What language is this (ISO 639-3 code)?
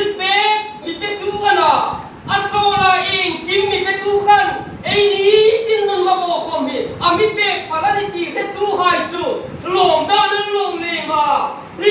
hmr